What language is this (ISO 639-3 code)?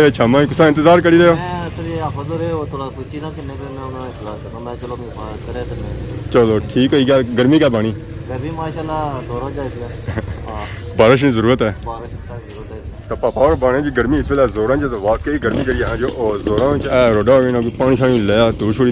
phr